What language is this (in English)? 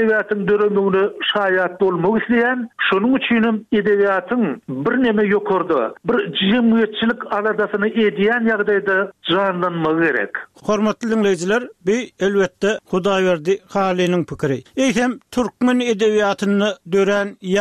Turkmen